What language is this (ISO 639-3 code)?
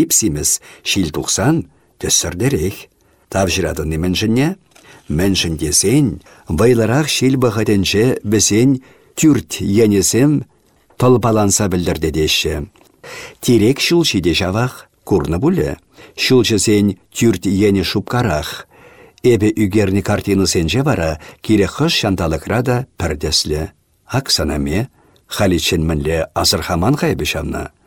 chv